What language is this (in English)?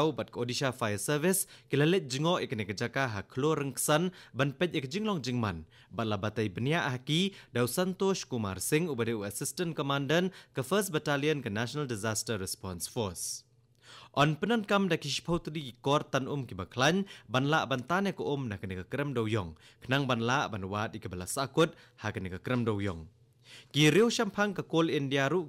Khasi